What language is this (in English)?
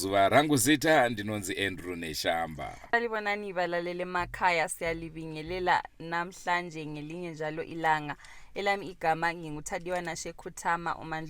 Shona